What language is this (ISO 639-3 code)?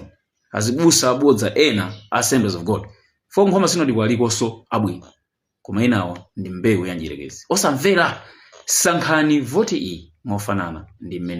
nya